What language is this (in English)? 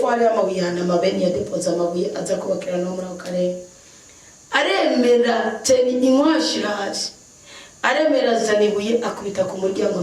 Rundi